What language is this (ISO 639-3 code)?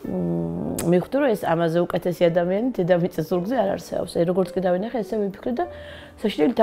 kat